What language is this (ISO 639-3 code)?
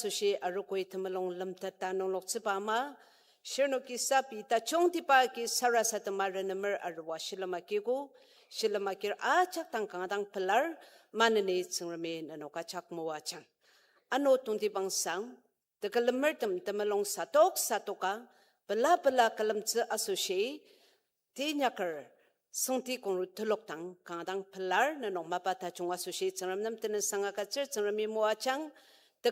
njo